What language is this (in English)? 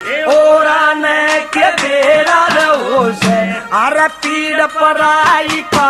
Haryanvi